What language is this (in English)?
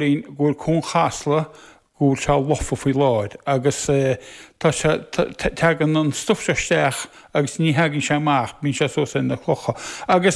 Irish